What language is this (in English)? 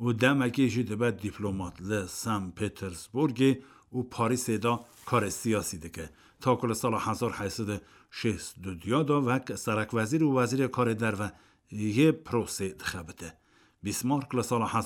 Kurdish